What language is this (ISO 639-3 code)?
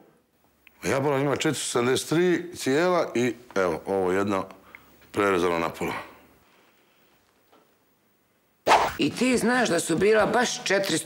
bos